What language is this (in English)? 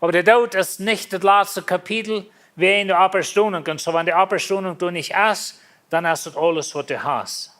Plautdietsch